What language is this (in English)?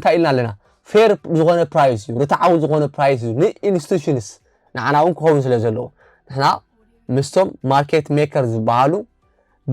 Tigrinya